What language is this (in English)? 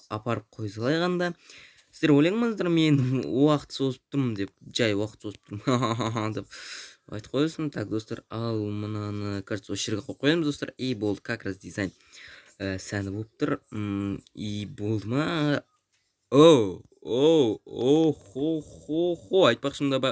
Kazakh